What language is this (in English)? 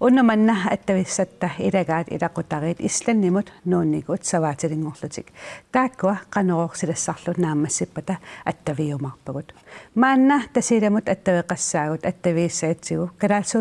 Kalaallisut